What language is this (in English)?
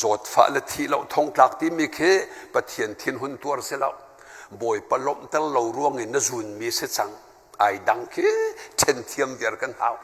Hakha Chin